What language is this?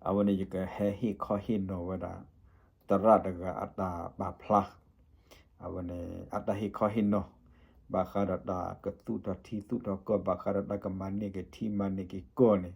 S'gaw Karen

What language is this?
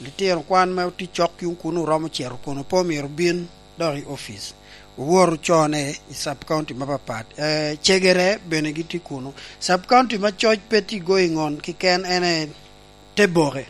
Lango (Uganda)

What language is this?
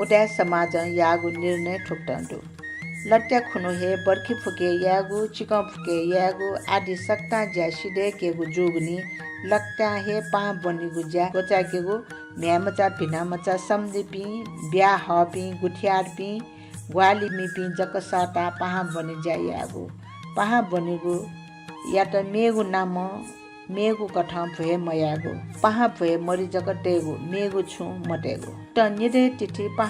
Newari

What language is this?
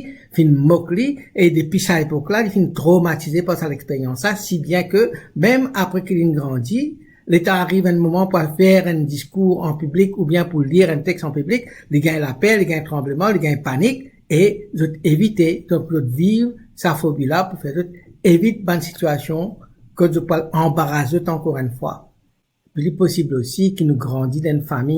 Morisyen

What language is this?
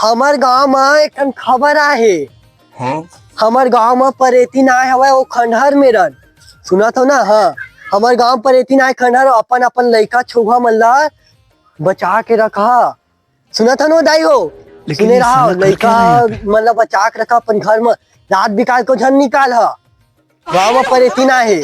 Chhattisgarhi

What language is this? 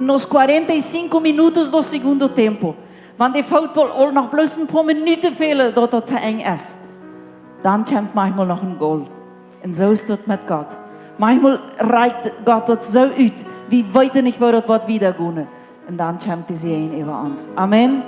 Plautdietsch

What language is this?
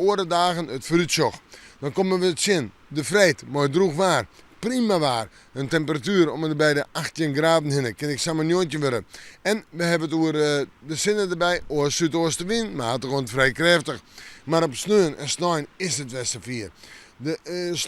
Western Frisian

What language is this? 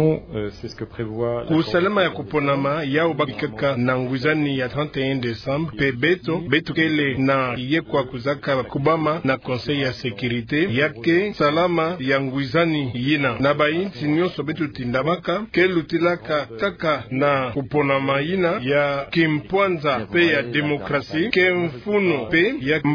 Kituba (Democratic Republic of Congo)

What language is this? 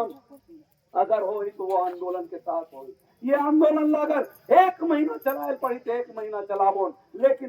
Chhattisgarhi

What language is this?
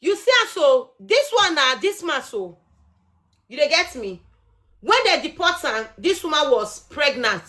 Nigerian Pidgin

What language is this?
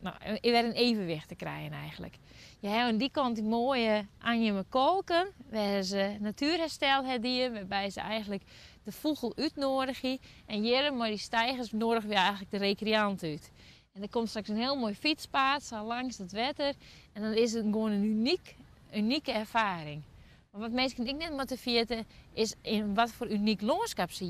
Western Frisian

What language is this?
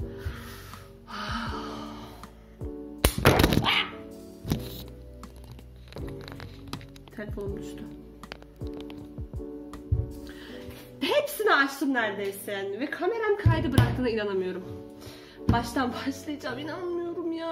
Turkish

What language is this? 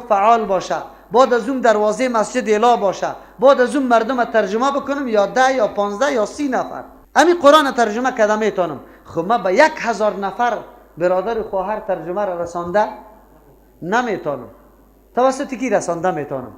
Persian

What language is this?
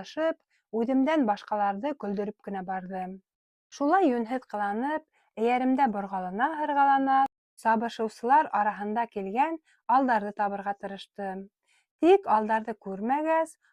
Bashkir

